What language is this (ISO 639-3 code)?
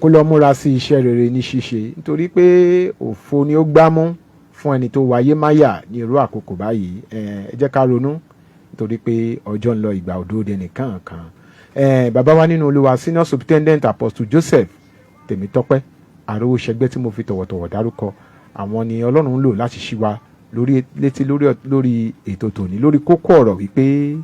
yor